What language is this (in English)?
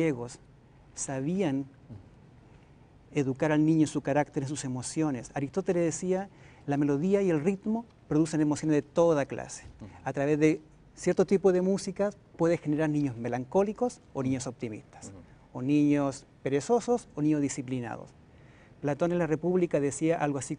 Spanish